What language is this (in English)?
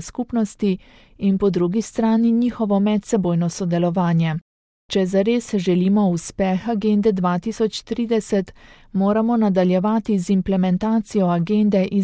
Slovenian